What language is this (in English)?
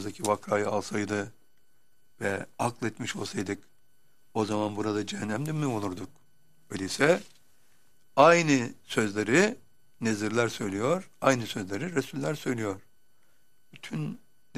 Turkish